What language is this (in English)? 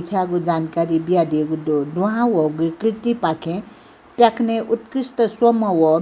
Newari